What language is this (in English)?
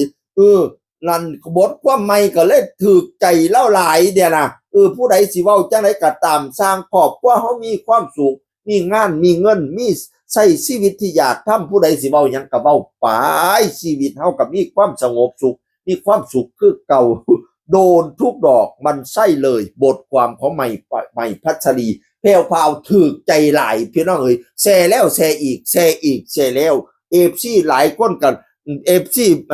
Northeastern Thai